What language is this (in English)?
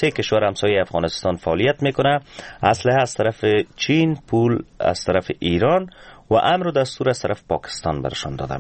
Persian